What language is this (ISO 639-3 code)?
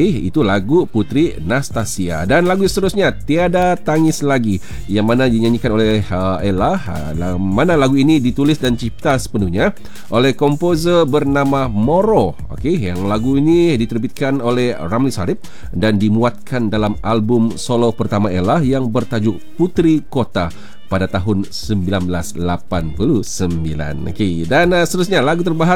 msa